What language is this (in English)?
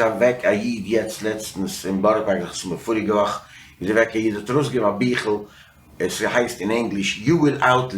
Yiddish